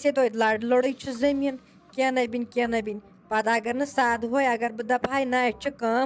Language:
Kashmiri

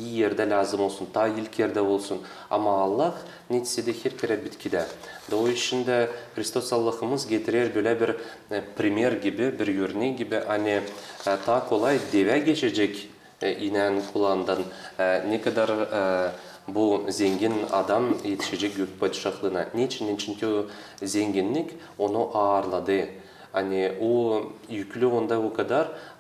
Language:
Gagauz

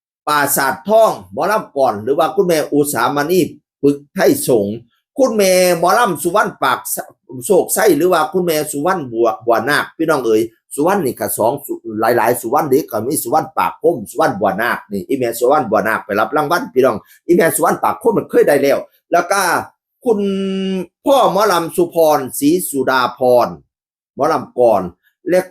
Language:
Northeastern Thai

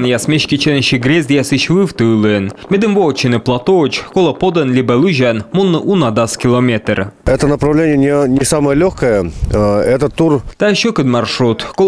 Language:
Komi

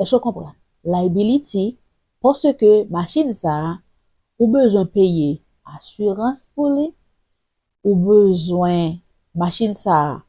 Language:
Haitian Creole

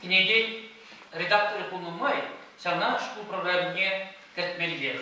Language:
Chuvash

